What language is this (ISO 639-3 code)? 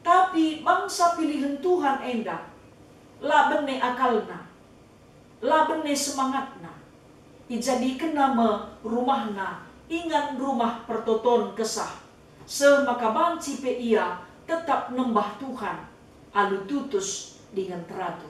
btx